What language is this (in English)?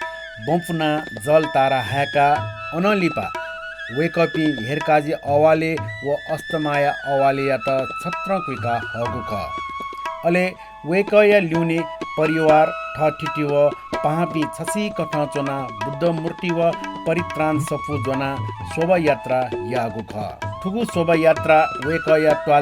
Newari